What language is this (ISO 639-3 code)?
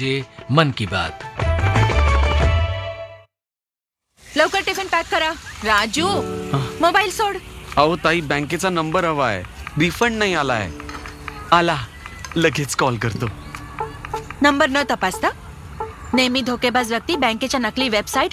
mar